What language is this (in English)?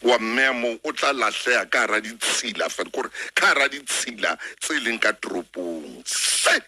Southern Sotho